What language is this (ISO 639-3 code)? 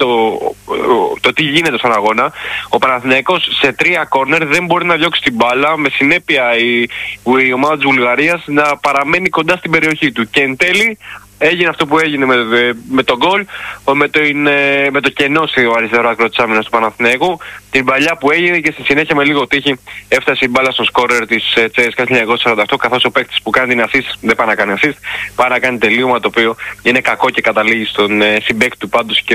ell